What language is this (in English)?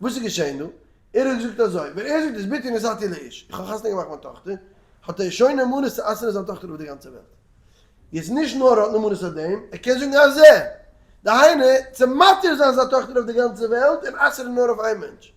Yiddish